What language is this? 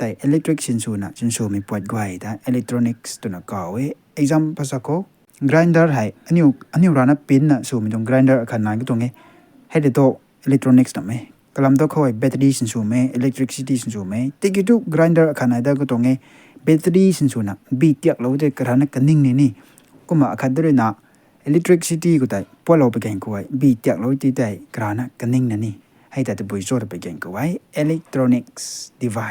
Rongmei Naga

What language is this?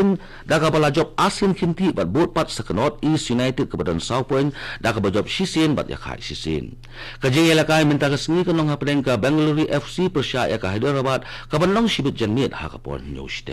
Khasi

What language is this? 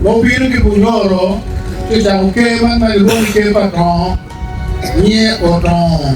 Acoli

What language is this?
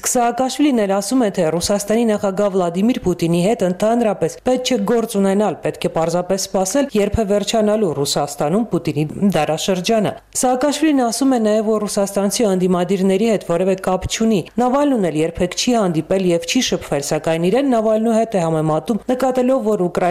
Armenian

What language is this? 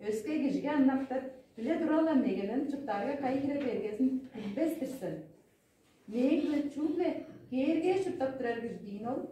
Tuvinian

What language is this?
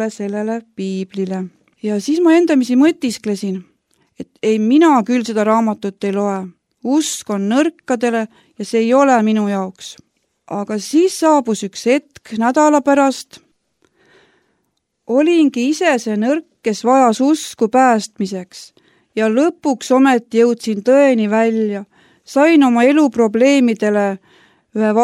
Estonian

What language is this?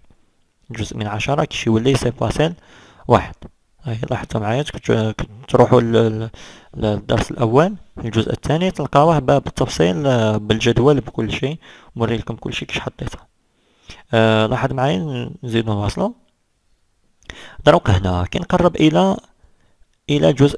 Algerian Arabic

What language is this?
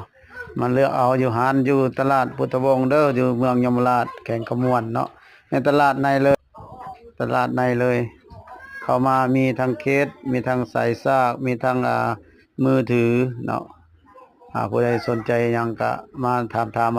Lao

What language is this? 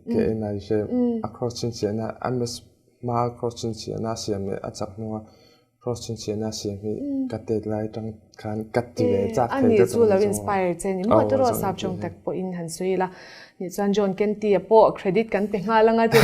Mizo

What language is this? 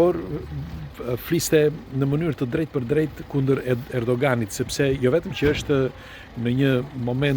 Albanian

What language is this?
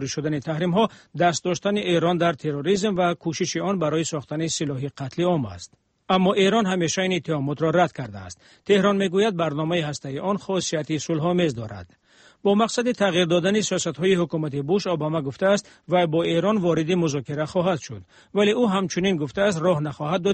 Persian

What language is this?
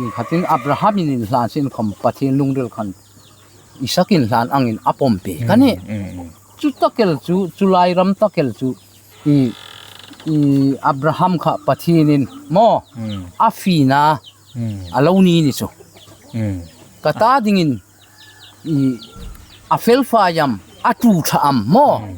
Hmar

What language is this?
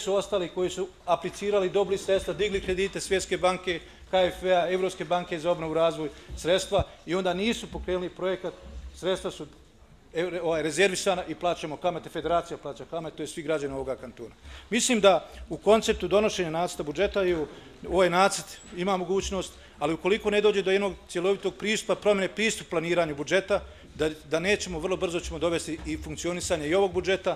Bosnian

